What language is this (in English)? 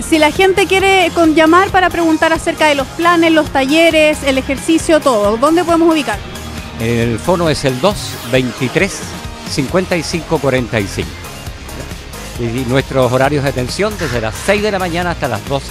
Spanish